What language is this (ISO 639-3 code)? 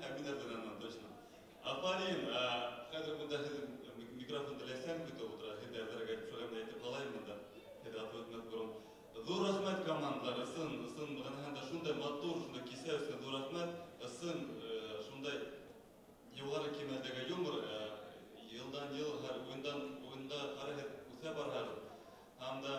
bak